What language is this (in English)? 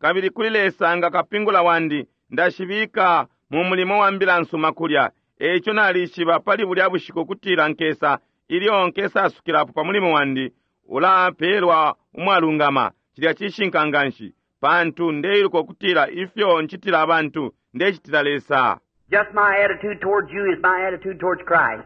Bemba